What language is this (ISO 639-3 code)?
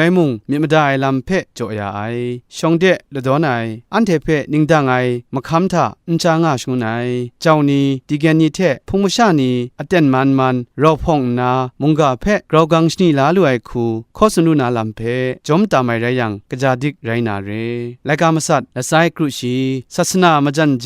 kac